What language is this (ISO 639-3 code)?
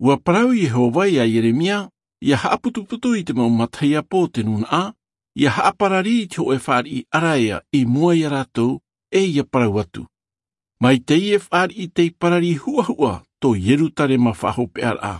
tah